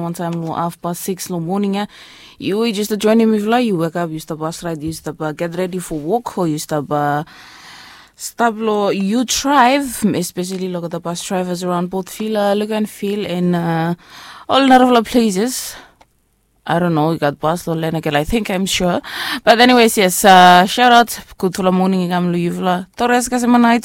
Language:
Bislama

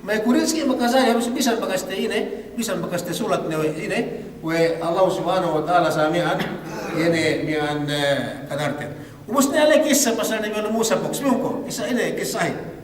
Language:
Yakan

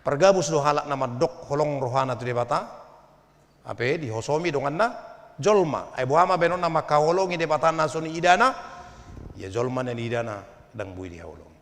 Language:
Batak Toba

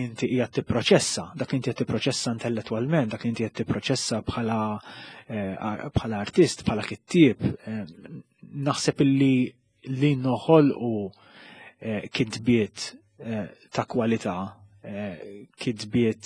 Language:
Maltese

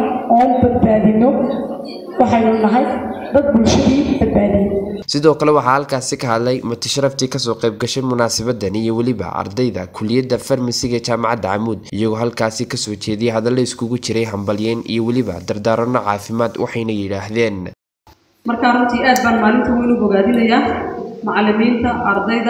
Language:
Somali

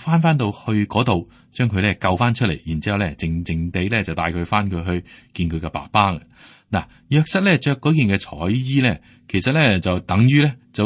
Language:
Cantonese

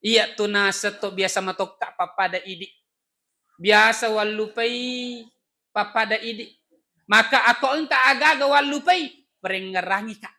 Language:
Buginese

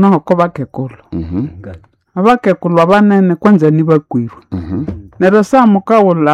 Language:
Nande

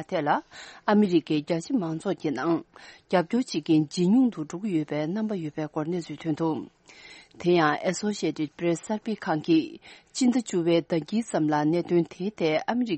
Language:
Tibetan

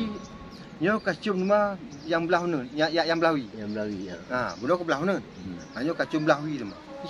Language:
Achinese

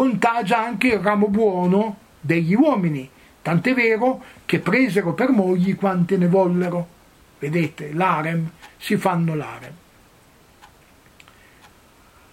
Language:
Italian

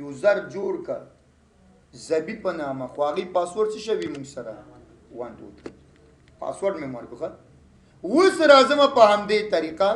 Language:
Pashto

